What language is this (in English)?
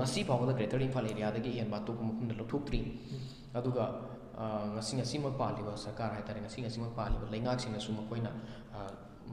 Manipuri